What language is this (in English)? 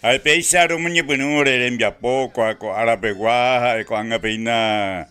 Guarani